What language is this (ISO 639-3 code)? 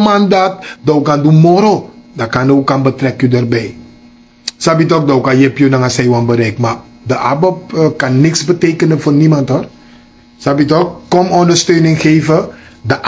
srn